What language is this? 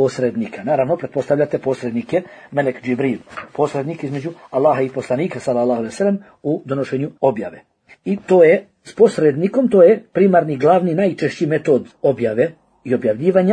Bosnian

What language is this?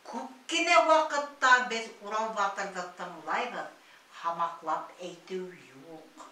Bashkir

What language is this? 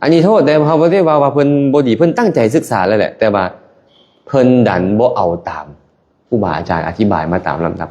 Lao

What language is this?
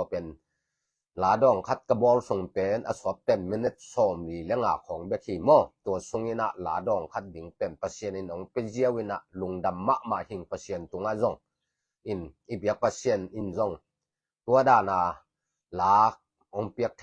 Tedim Chin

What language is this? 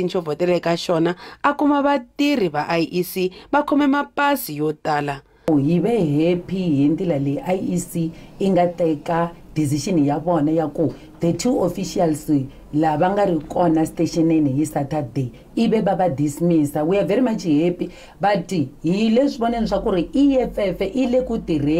Tsonga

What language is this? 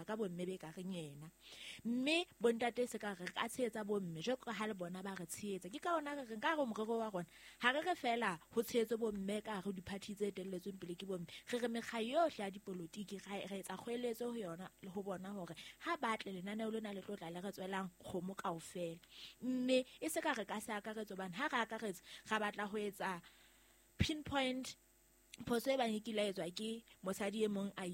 Southern Sotho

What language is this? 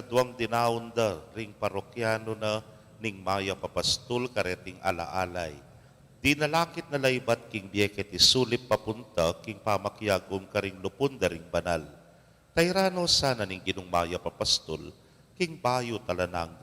Pampanga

